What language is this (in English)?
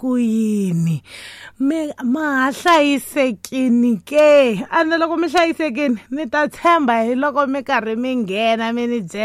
Tsonga